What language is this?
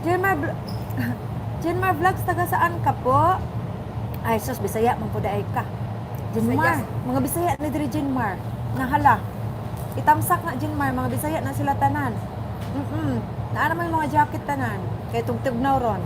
Cebuano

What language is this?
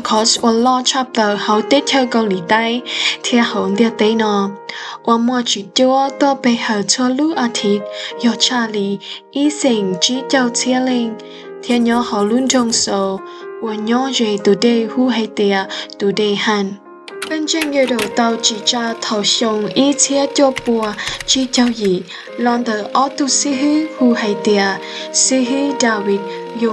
Hmong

